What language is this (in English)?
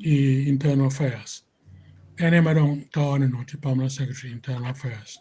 Acoli